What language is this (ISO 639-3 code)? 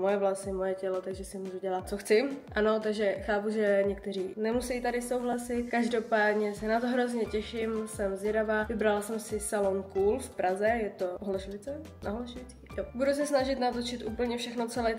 ces